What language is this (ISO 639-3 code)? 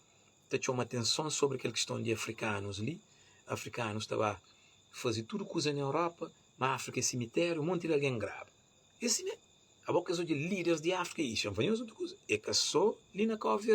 kea